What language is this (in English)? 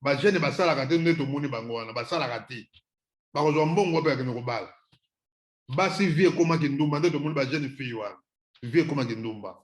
Lingala